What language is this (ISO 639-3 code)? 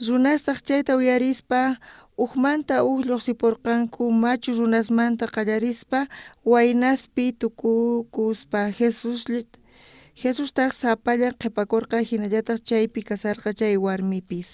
quh